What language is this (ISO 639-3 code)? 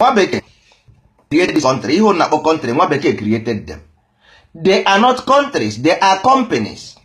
ibo